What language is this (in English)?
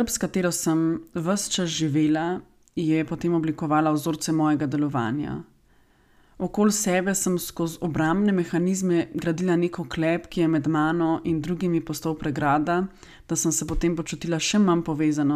Slovenian